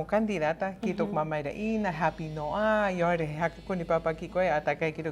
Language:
Rapanui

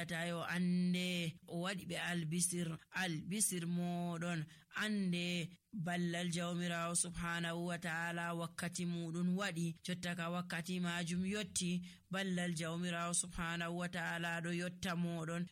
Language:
Nigerian Fulfulde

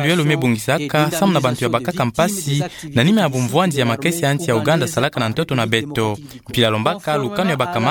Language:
Kituba (Democratic Republic of Congo)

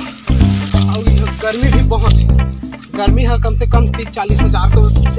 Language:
Chhattisgarhi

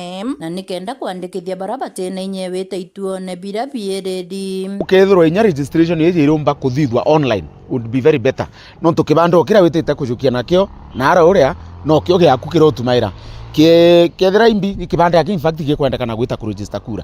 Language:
Meru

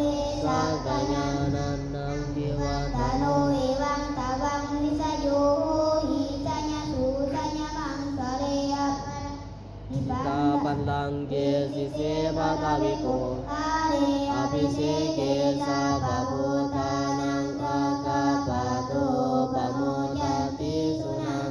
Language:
Pali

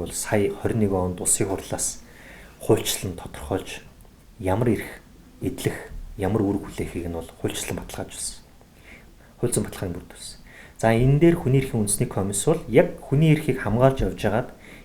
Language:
Mongolian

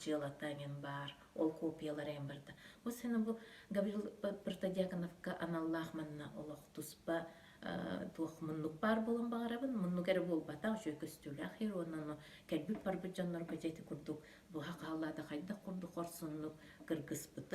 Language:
Yakut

